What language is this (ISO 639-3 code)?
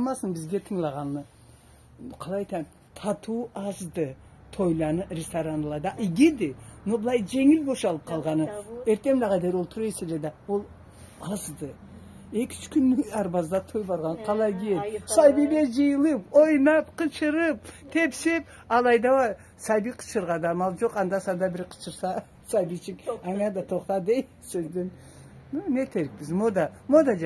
krc